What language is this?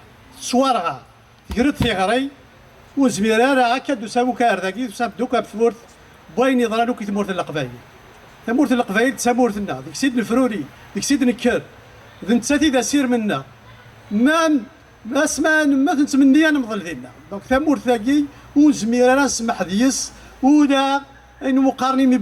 Kabyle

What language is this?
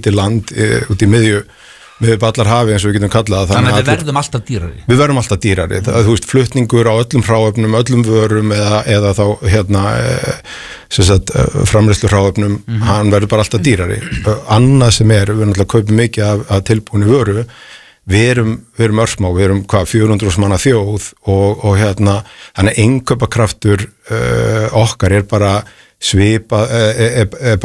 Icelandic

